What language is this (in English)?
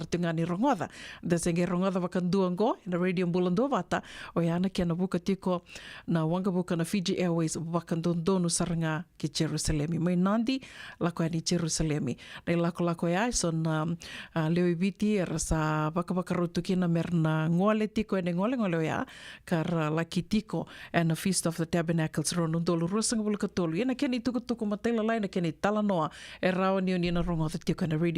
Fijian